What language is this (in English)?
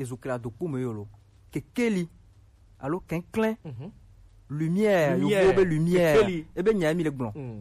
Gen